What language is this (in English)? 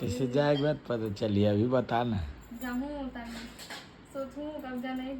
Chhattisgarhi